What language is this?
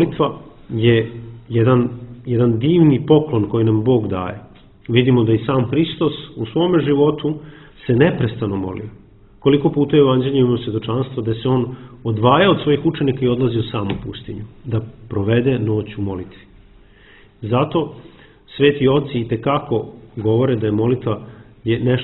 Serbian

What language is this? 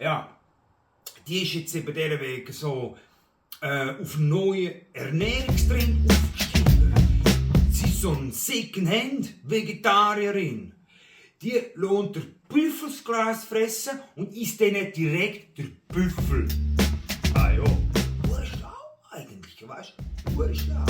Swiss German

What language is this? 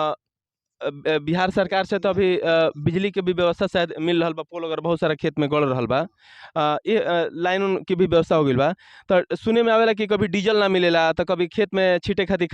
Bhojpuri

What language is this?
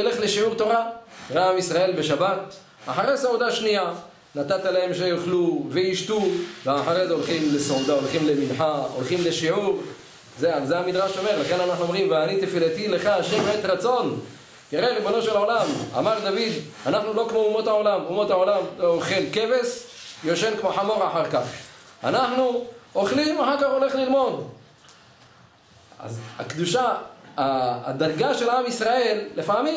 Hebrew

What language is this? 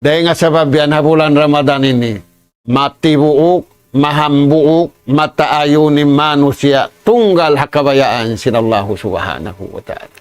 Tausug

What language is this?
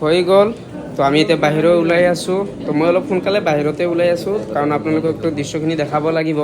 Assamese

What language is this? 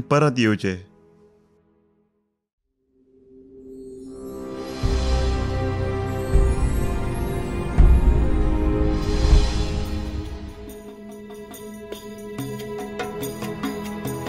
Konkani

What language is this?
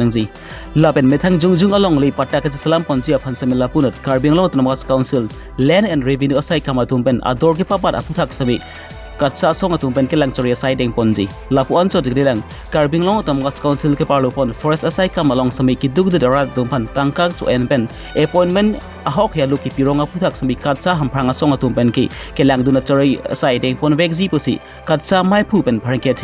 Karbi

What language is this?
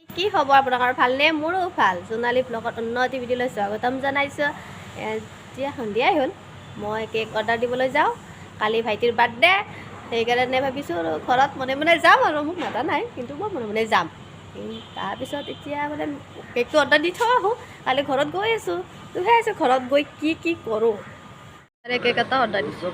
Assamese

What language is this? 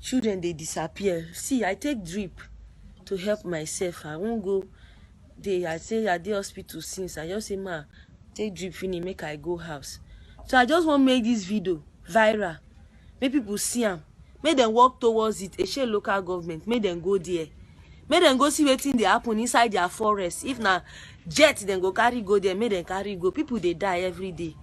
Nigerian Pidgin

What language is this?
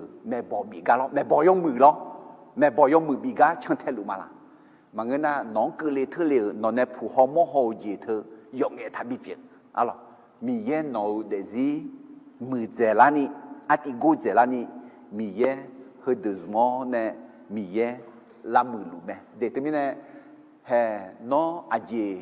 Akha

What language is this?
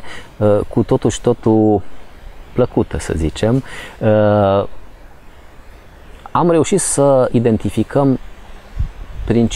Romanian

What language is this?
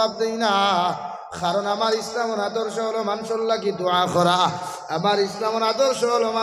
Sylheti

